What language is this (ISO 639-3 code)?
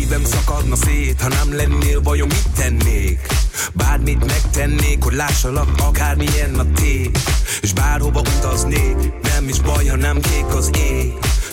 hun